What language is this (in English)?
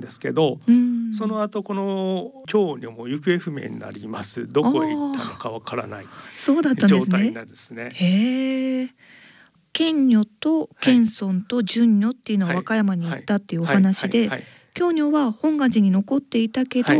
Japanese